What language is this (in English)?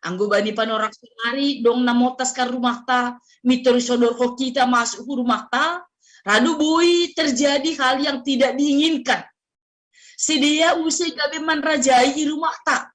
Batak Simalungun